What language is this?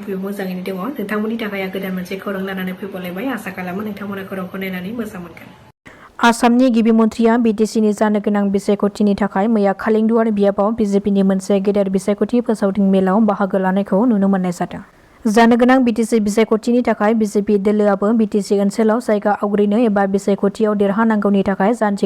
Bodo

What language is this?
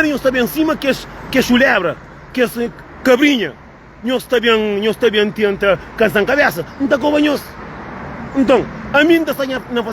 Kabuverdianu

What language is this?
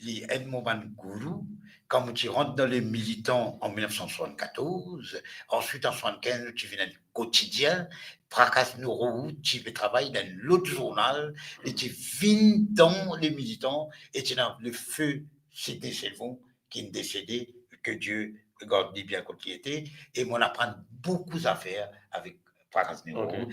Morisyen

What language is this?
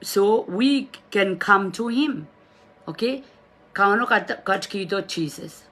Pohnpeian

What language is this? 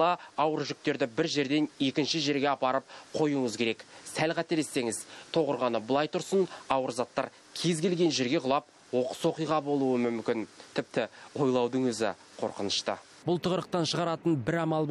Kazakh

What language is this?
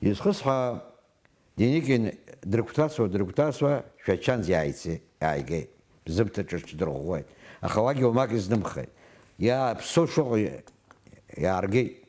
Abkhazian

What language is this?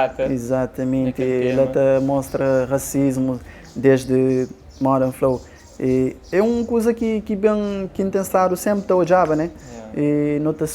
Kabuverdianu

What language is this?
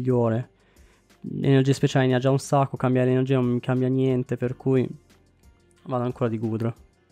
Italian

